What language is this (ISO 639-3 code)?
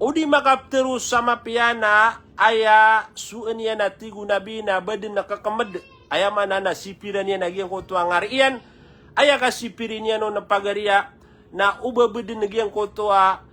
mrw